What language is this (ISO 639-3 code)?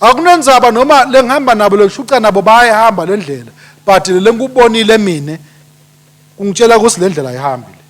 ssw